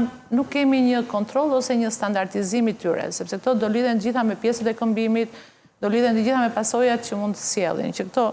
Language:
Albanian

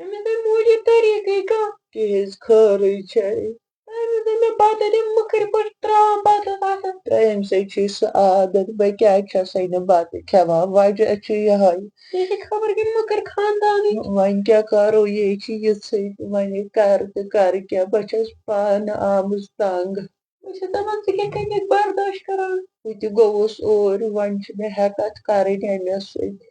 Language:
Kashmiri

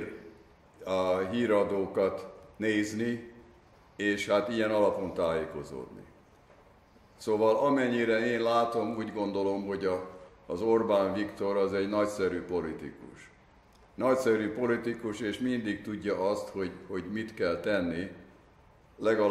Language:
Hungarian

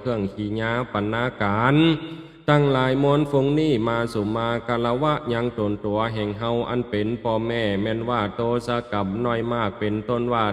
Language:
Lao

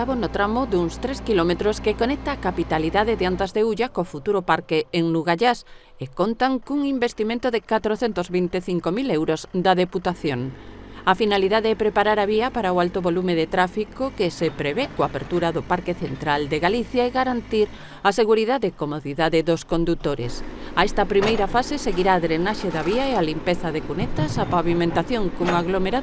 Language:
Galician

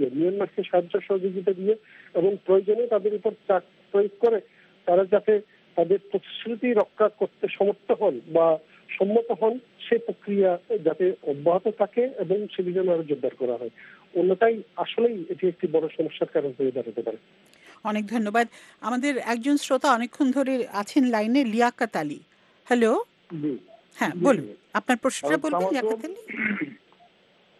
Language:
Bangla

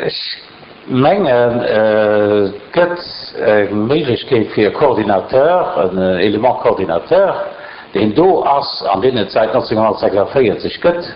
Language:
Luxembourgish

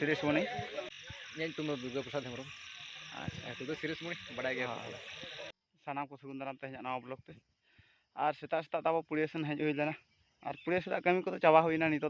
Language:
Santali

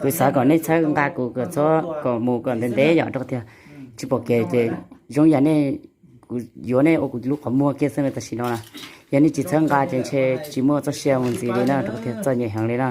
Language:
Hmong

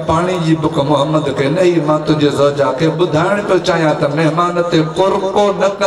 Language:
Sindhi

